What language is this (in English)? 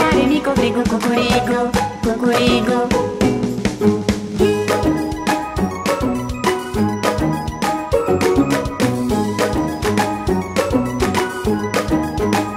Romanian